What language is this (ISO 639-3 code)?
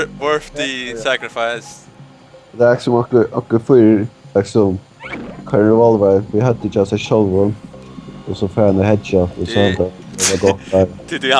fao